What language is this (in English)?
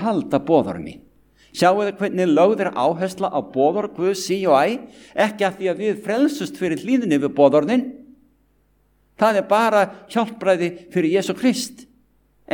Icelandic